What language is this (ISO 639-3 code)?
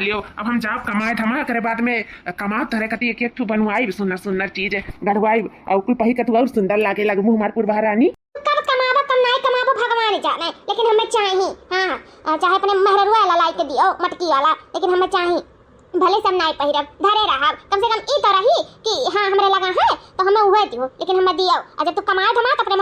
awa